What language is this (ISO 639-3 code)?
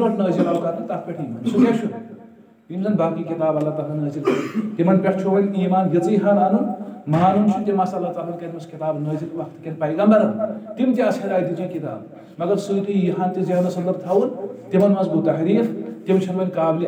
kas